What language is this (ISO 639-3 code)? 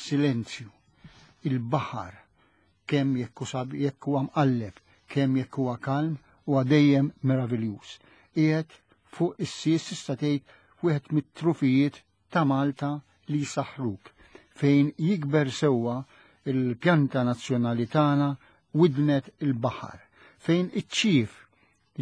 mlt